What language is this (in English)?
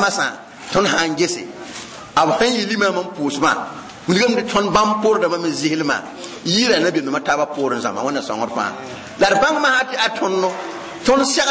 Mossi